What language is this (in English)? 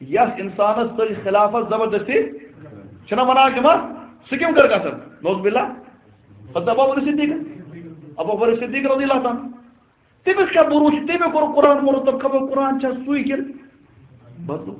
Kashmiri